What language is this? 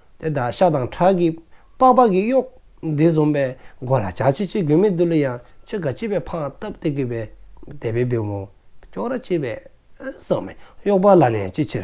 Dzongkha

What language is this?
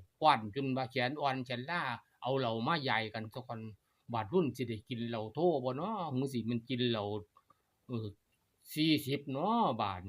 Northeastern Thai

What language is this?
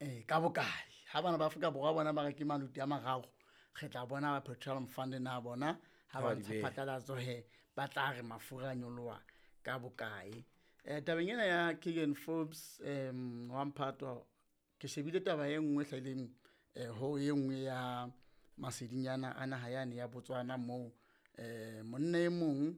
Southern Sotho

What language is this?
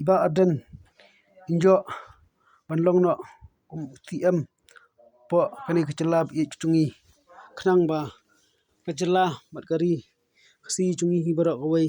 Khasi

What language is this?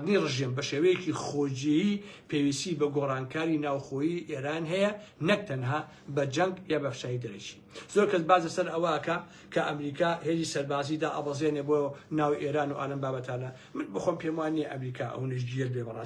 Central Kurdish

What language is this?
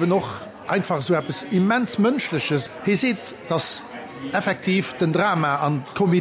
Luxembourgish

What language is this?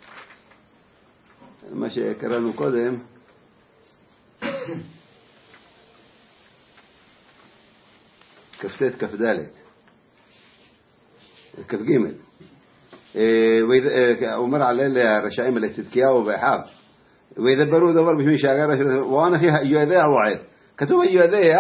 Hebrew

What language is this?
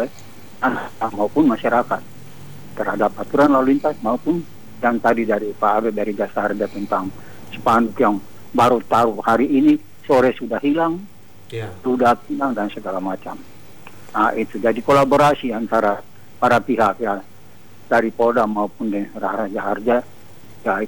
Indonesian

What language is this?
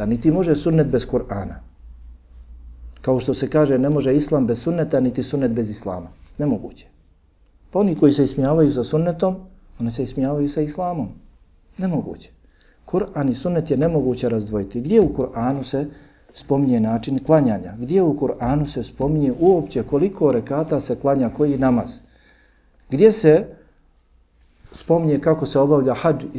Bosnian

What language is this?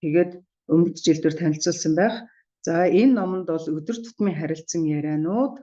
Mongolian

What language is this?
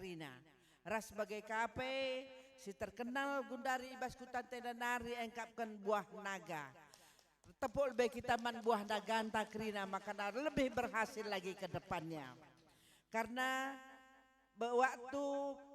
Batak Karo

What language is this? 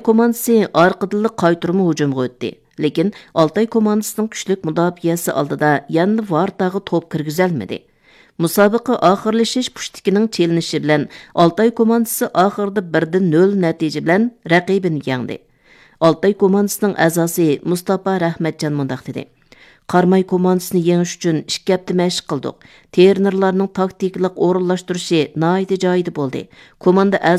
Uyghur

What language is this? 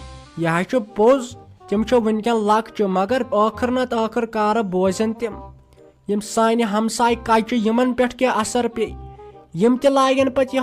Kashmiri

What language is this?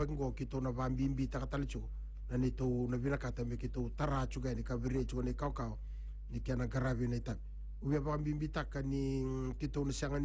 Fijian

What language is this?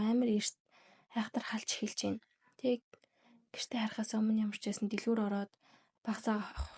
Mongolian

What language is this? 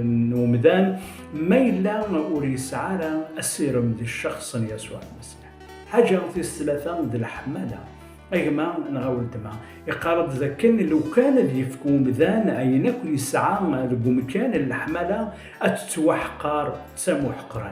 Kabyle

